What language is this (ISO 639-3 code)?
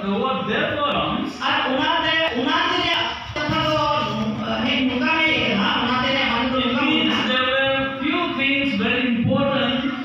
sat